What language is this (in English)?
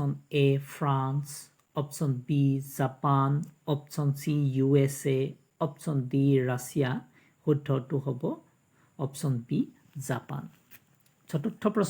Assamese